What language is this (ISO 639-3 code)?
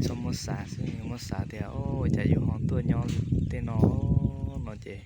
hmn